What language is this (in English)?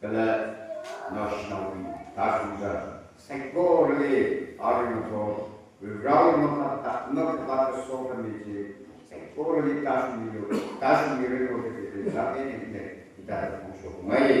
Tangkhul Naga (India)